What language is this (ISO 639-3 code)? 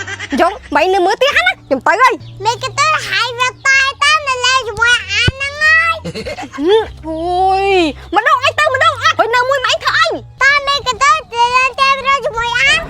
khm